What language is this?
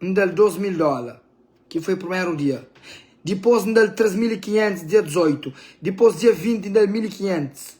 Kabuverdianu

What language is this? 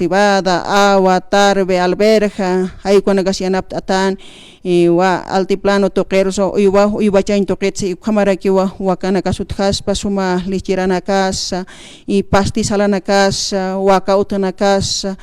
Aymara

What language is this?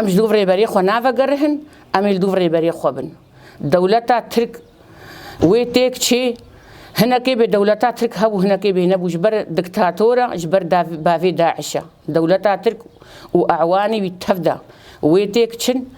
Kurdish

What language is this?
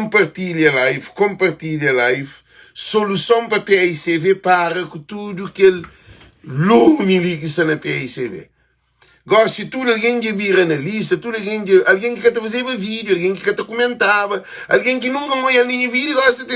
Kabuverdianu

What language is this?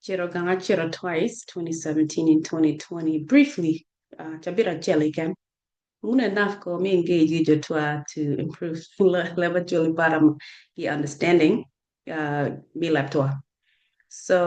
Acoli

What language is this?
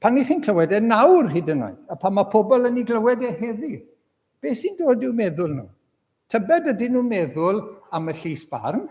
Welsh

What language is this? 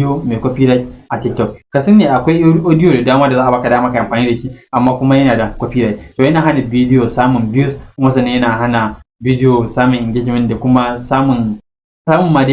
Hausa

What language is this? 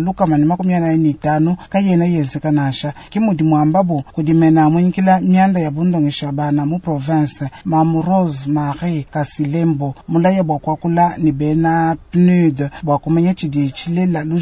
Luba-Lulua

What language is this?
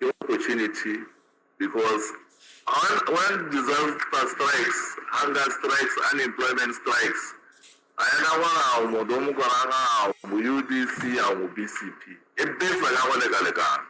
Tswana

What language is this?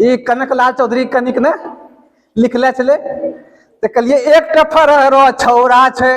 Angika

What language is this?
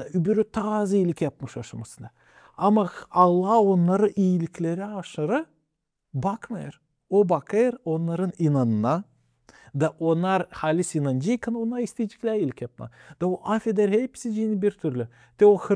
Gagauz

